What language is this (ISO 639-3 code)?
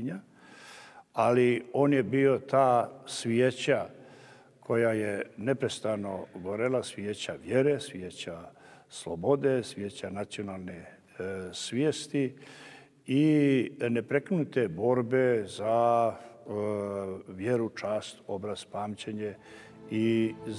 srp